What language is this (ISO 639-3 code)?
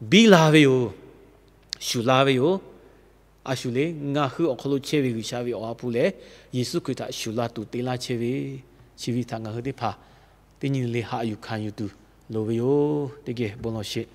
lhu